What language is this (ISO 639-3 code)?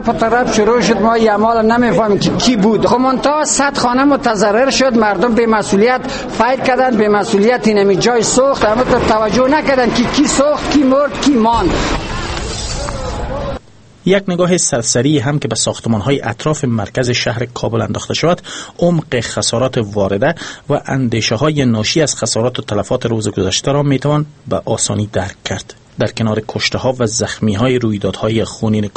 fas